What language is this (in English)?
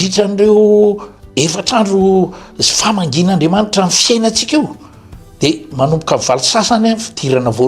Malagasy